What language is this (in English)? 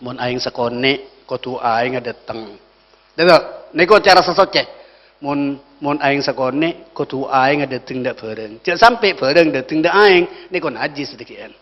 Madurese